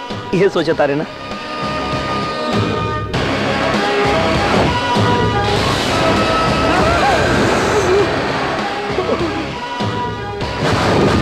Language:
Bhojpuri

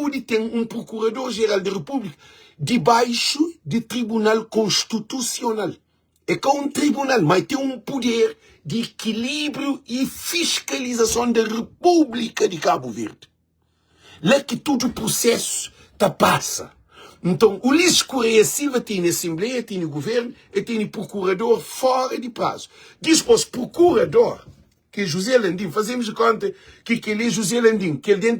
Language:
Kabuverdianu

